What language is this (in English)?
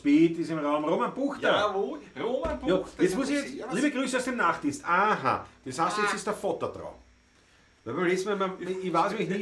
Bavarian